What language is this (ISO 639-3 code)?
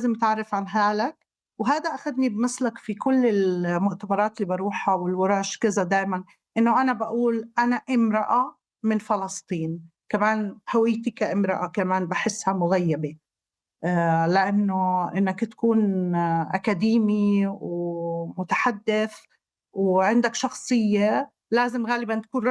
apc